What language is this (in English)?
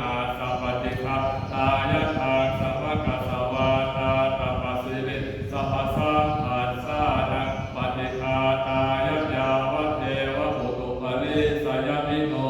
Pali